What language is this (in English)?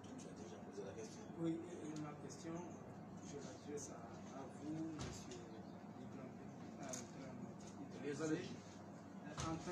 French